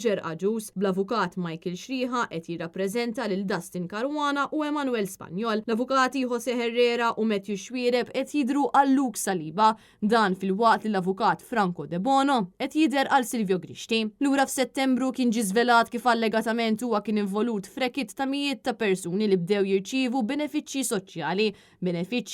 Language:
Maltese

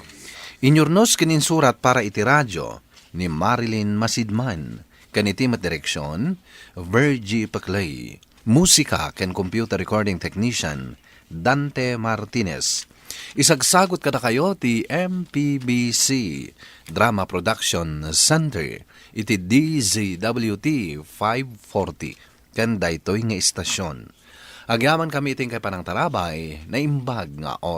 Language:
Iloko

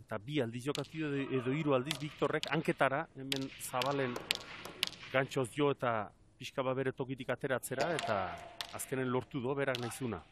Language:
Basque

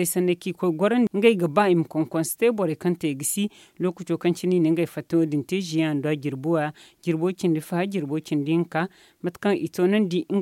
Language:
Zarma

